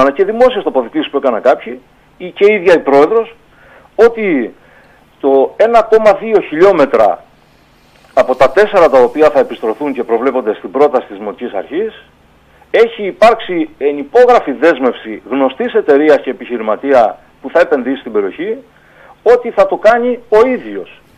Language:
Greek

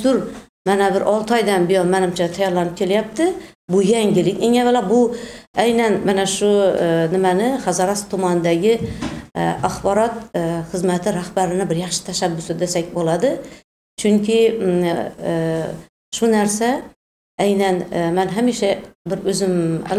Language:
Uzbek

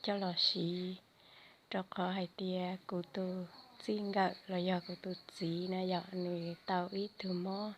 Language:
Hmong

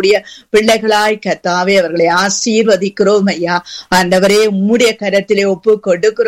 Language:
Tamil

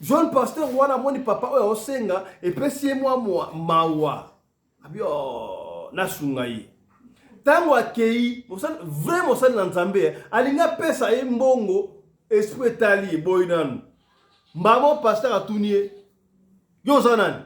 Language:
Lingala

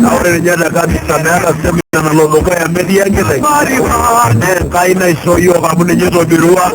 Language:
Masai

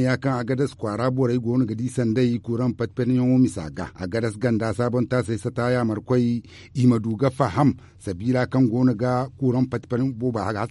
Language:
Zarma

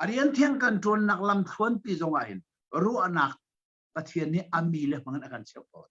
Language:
Hakha Chin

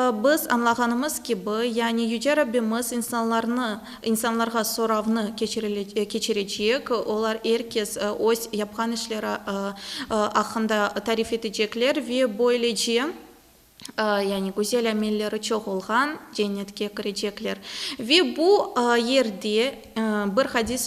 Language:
Crimean Tatar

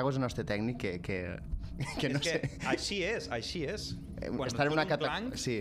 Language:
Catalan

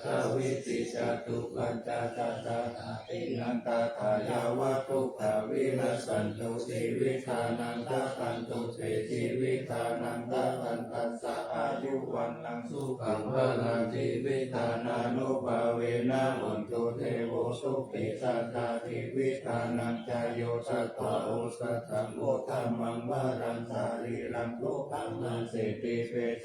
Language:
Pali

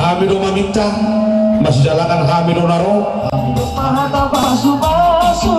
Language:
Batak Toba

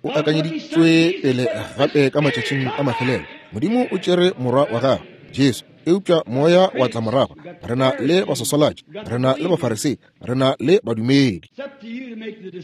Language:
Northern Sotho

